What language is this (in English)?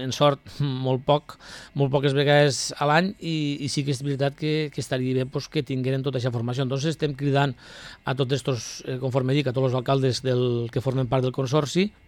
Catalan